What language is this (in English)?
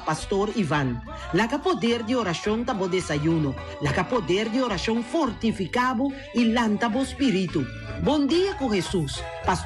Papiamento